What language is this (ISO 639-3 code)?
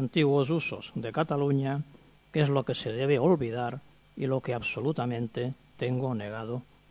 cat